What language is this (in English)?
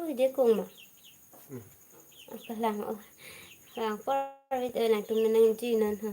Karbi